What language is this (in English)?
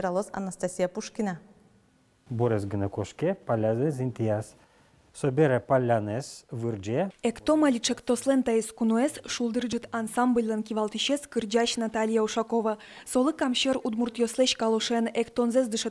Udmurt